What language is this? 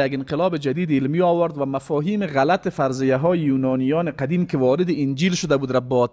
Persian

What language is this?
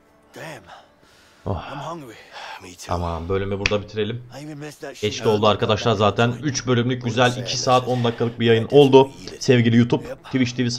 Turkish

